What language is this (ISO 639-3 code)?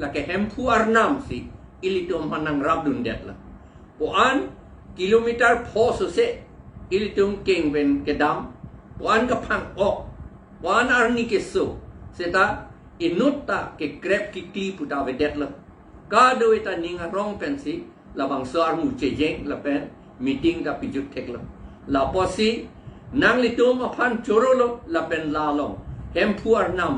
mjw